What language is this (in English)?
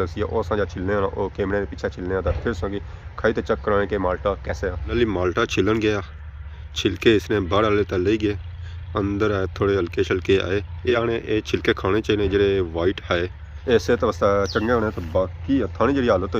Pahari-Potwari